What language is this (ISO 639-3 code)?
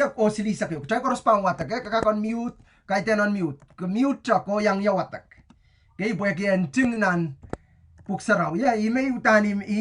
pon